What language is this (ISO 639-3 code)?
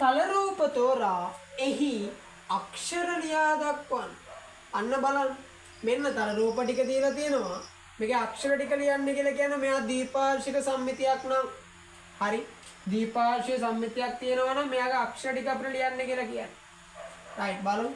sin